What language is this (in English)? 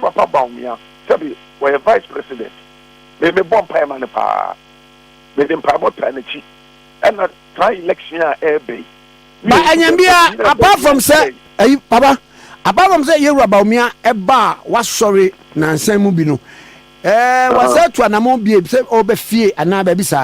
Akan